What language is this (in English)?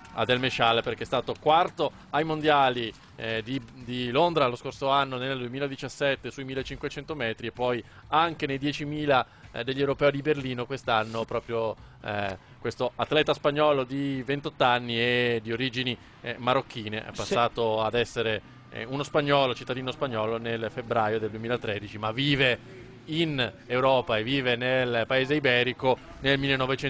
Italian